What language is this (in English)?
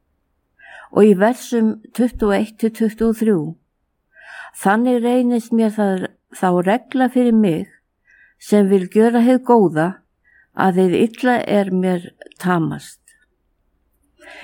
Icelandic